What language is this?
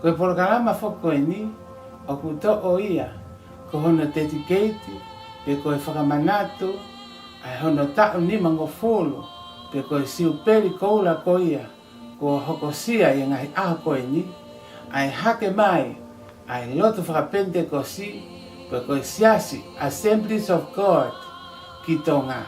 Tongan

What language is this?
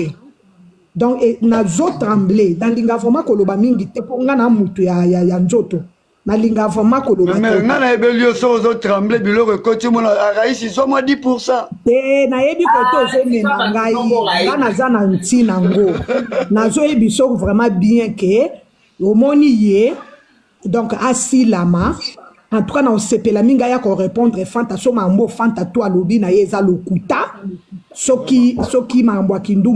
Lingala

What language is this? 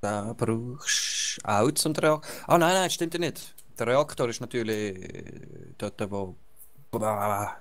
Swiss German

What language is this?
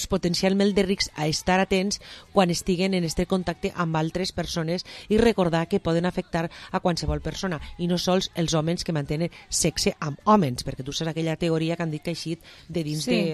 Catalan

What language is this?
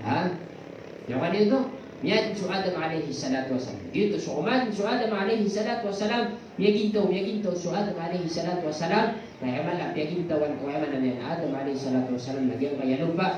Maranao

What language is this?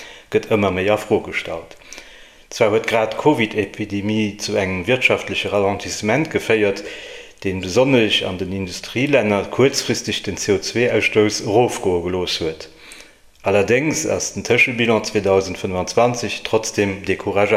Luxembourgish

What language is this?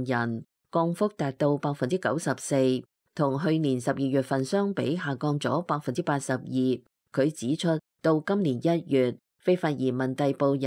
Cantonese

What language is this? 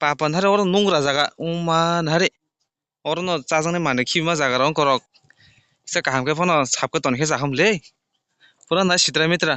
Kok Borok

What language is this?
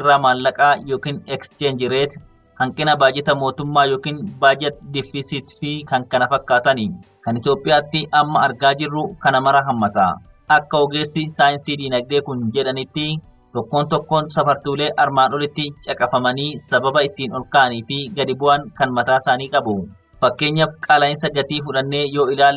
Oromo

